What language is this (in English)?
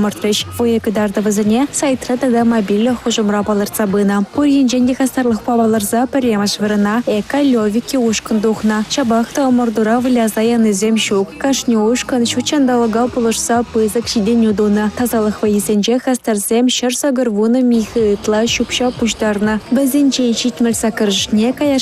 Chuvash